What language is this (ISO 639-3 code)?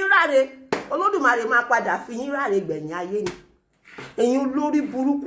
yor